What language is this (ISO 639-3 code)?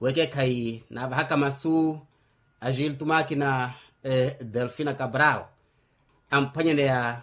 vmw